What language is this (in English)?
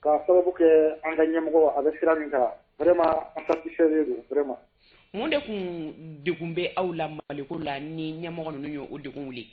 Bambara